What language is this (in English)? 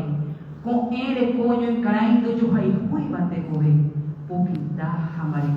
Guarani